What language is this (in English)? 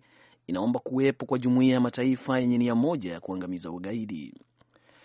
Swahili